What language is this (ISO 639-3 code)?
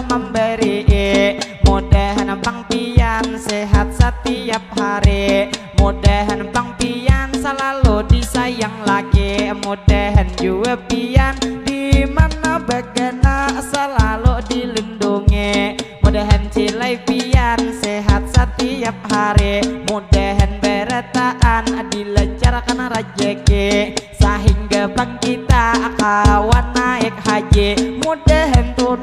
bjn